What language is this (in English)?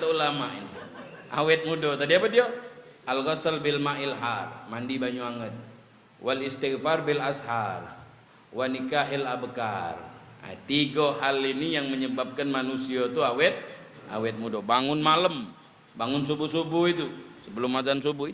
Musi